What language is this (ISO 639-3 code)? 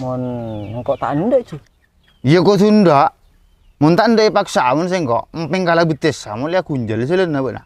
mad